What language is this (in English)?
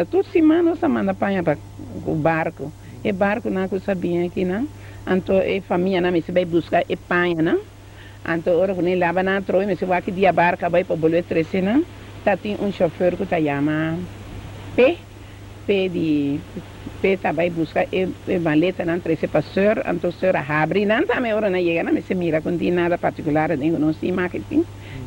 Papiamento